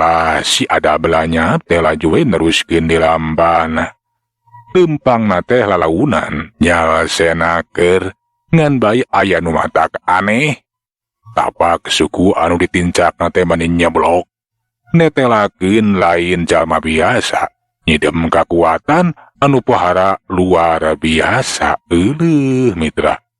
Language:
Sundanese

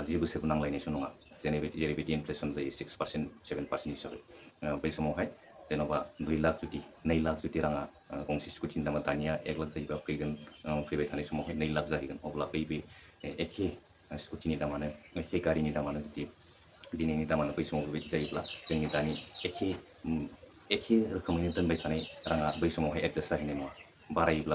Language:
Bodo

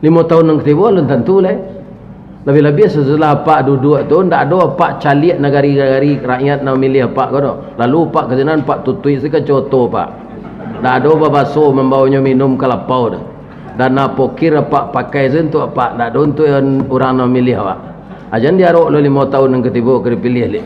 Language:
Minangkabau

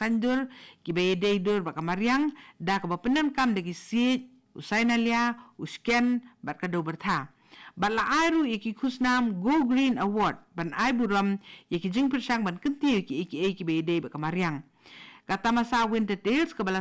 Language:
Khasi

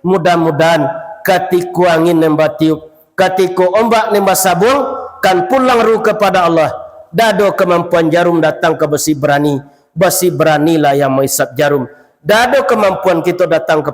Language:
Minangkabau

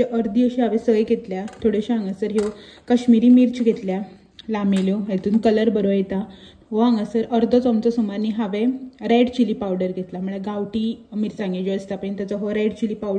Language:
Konkani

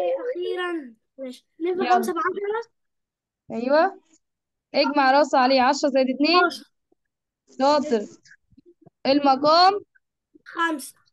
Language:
Egyptian Arabic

